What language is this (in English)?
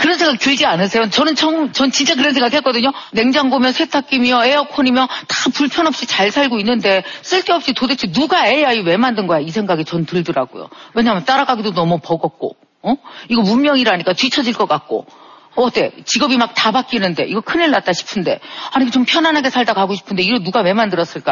Korean